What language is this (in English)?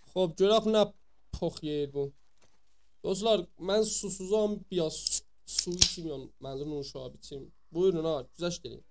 South Azerbaijani